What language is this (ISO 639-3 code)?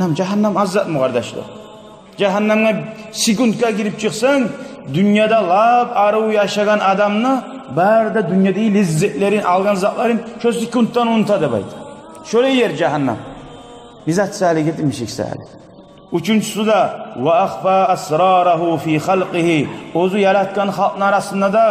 kum